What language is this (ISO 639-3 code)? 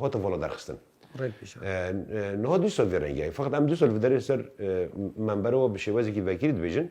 kur